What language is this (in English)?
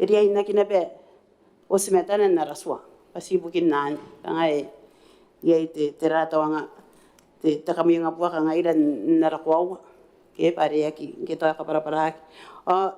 Gilbertese